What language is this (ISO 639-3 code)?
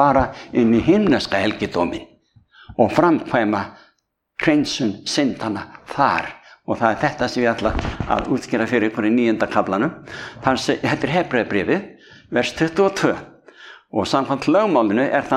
isl